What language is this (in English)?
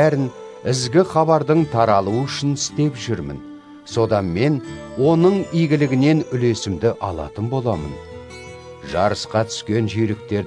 Kazakh